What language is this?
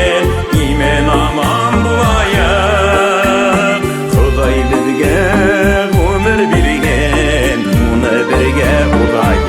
Bashkir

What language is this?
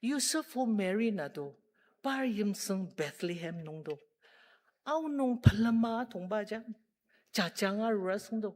Ao Naga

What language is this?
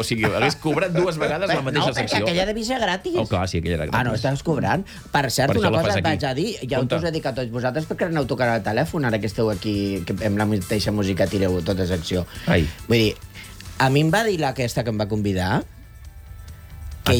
Catalan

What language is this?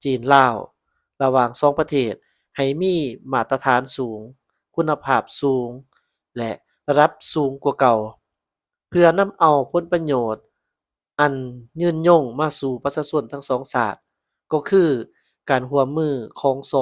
Lao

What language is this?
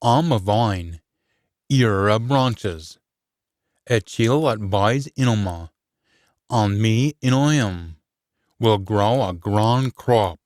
Scots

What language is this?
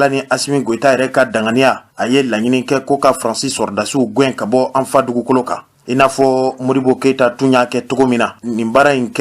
Bambara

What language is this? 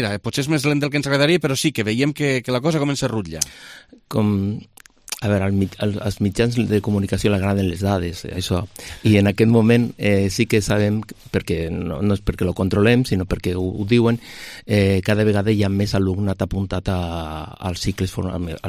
Catalan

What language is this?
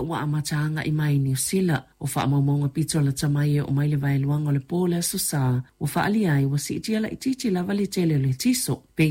Samoan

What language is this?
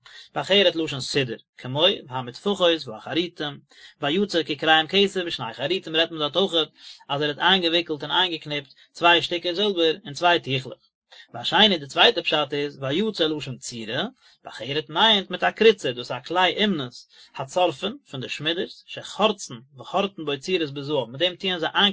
Yiddish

